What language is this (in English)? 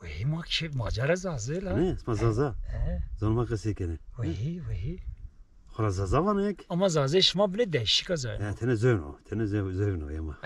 Zaza